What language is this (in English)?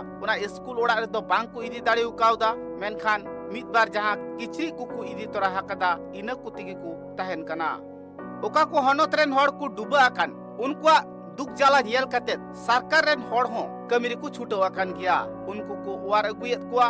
Santali